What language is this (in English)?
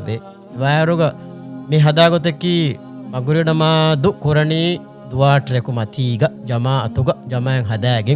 Divehi